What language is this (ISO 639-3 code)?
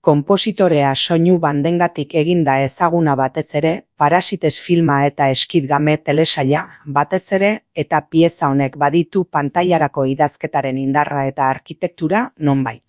eus